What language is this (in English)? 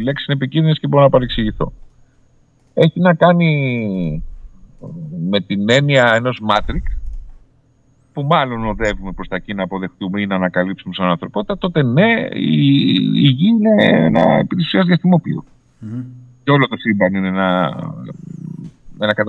Greek